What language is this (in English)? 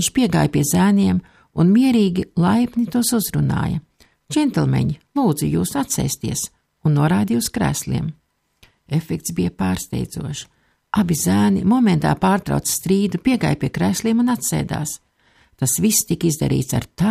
Latvian